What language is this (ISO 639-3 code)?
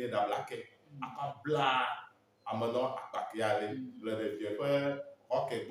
ewe